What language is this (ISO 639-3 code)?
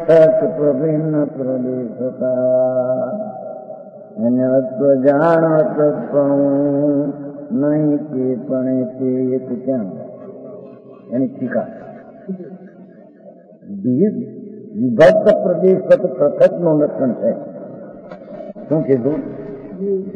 guj